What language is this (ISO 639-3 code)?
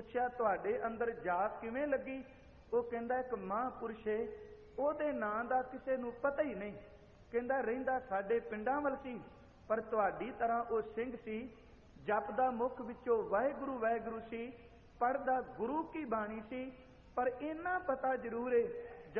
pan